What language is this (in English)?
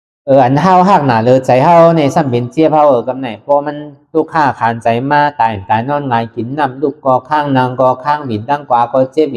Shan